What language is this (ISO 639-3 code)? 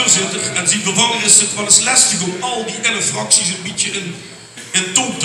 lim